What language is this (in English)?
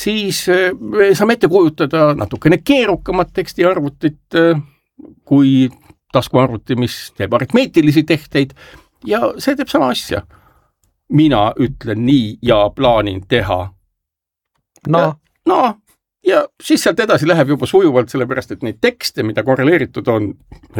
Estonian